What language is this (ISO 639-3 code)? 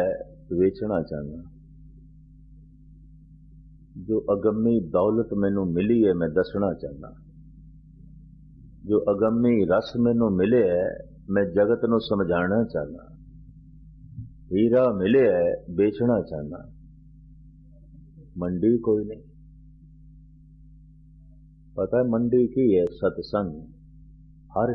pan